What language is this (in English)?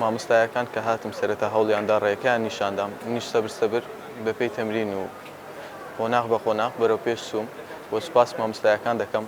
Central Kurdish